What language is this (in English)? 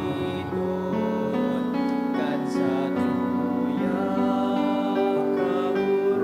Bikol